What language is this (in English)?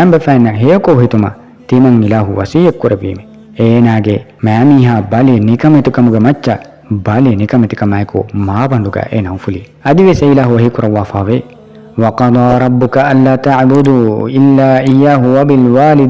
Divehi